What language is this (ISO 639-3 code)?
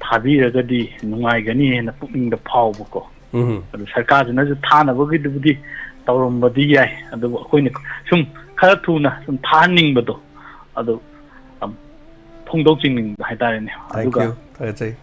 mni